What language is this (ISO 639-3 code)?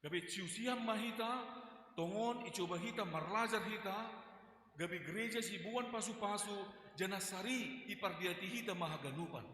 bts